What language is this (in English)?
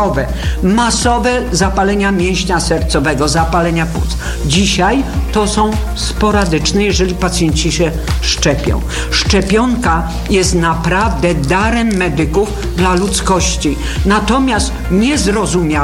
Polish